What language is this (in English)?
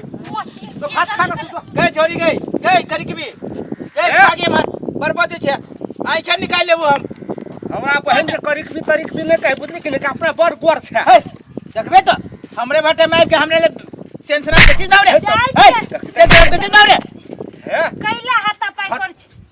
Maithili